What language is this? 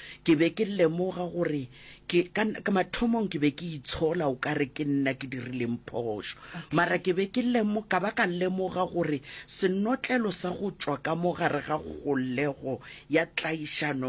Northern Sotho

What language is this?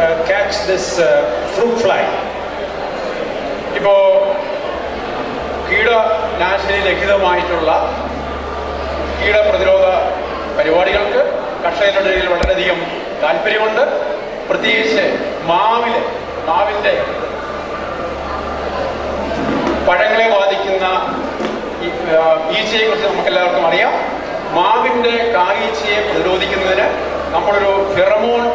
Malayalam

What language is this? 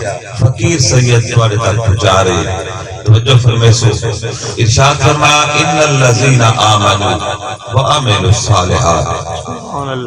Saraiki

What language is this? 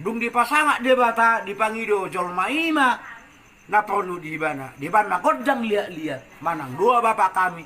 Batak Toba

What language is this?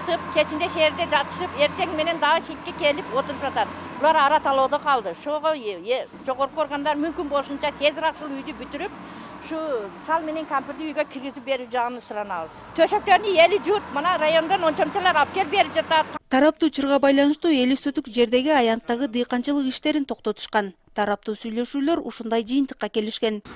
Kyrgyz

